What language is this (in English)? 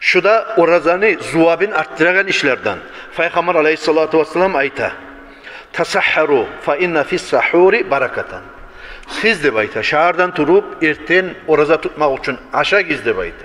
Kumyk